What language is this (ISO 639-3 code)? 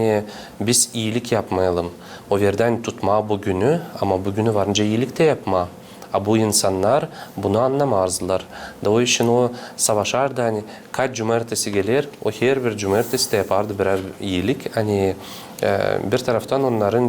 gag